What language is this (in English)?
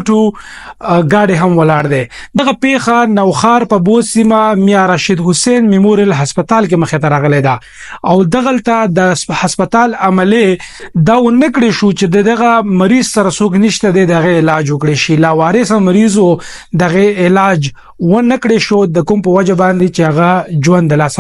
Pashto